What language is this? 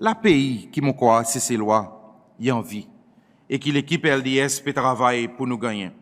Seselwa Creole French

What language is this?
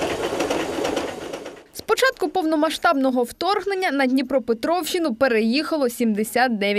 Ukrainian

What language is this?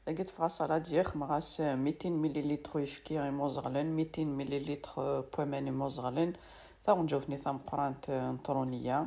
Kabyle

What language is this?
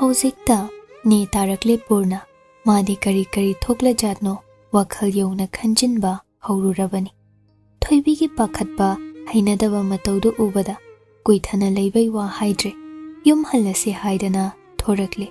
Manipuri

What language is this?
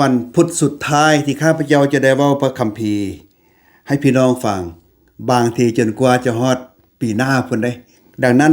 Lao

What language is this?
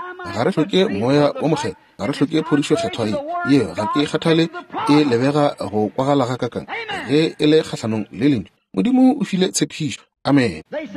Northern Sotho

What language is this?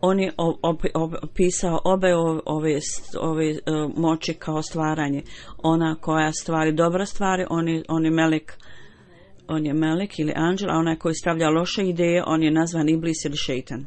Bosnian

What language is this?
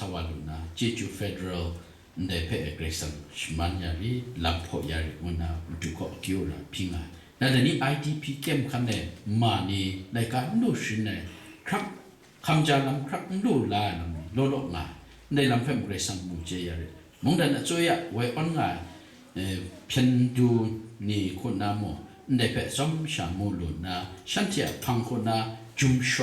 Kachin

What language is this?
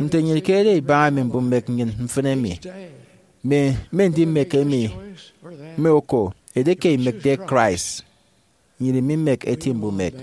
Efik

